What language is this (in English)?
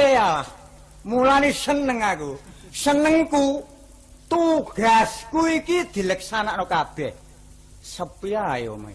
Javanese